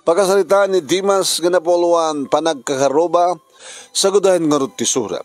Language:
Iloko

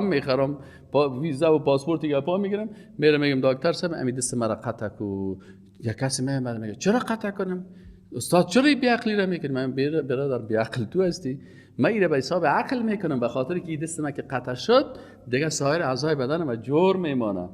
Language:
Persian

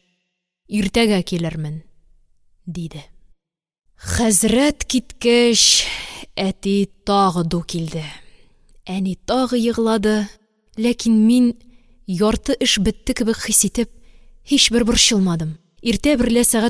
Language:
Tatar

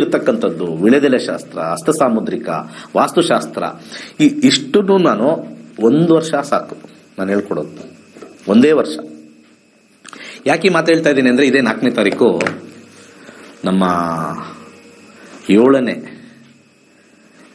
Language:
Kannada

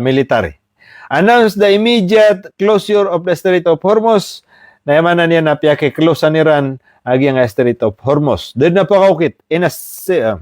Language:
Maranao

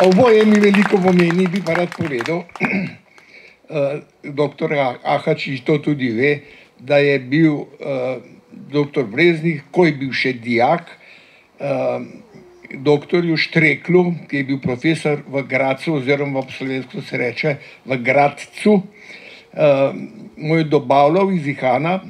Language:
Slovenian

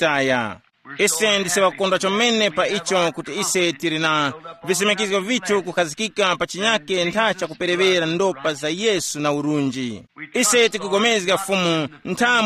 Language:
Tumbuka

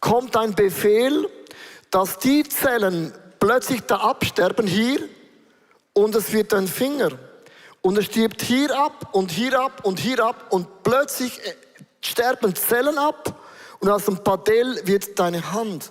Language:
Swiss German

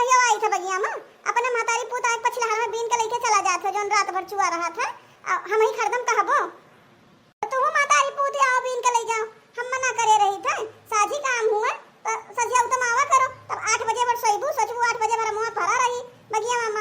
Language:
Awadhi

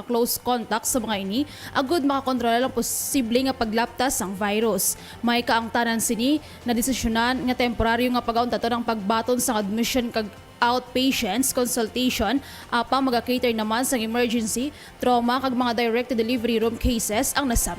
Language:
Hiligaynon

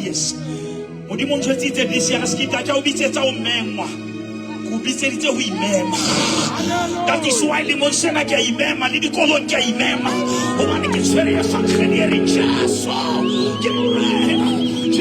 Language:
Southern Sotho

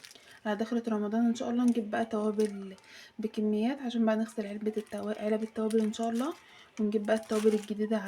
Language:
Egyptian Arabic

